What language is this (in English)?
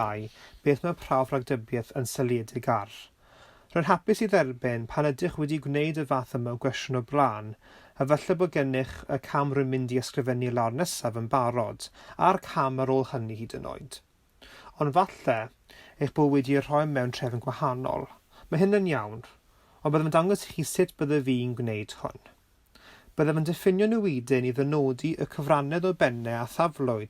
Welsh